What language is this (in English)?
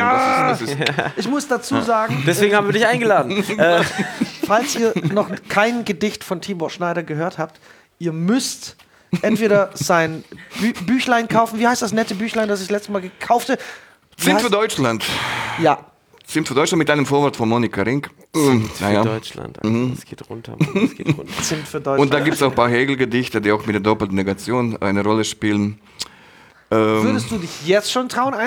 German